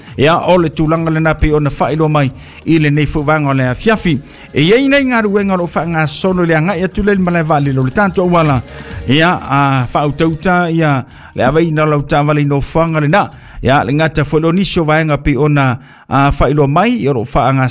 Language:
Samoan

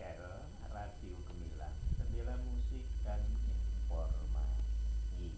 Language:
Javanese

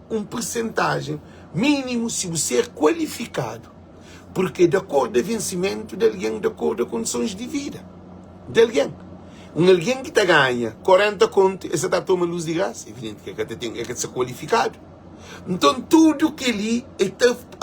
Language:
Kabuverdianu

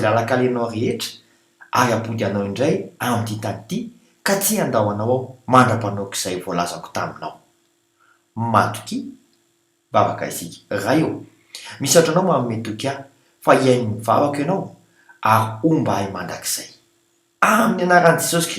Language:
Malagasy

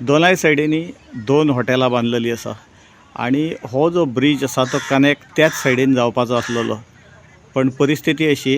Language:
Konkani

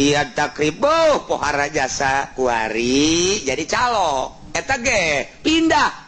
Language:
Sundanese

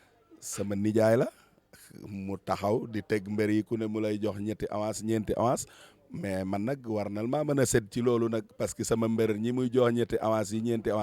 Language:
Wolof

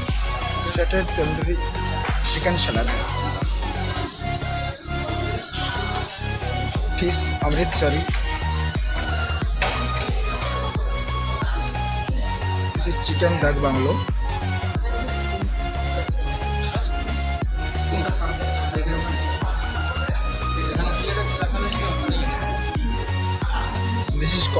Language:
English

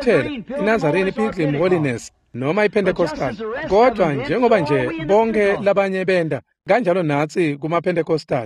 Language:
Swati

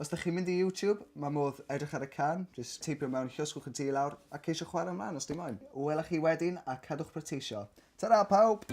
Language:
Welsh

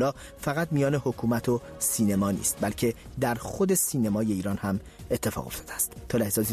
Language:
Persian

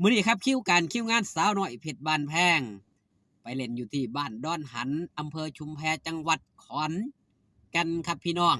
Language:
Northeastern Thai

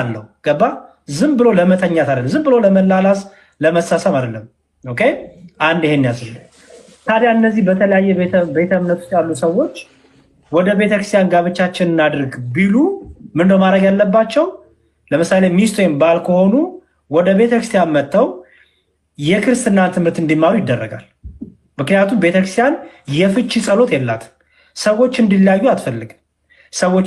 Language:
Amharic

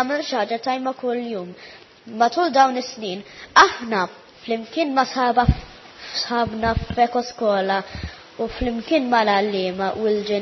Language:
Maltese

